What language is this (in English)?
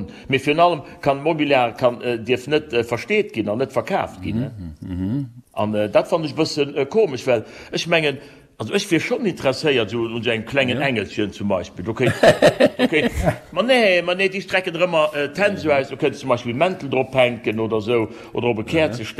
Luxembourgish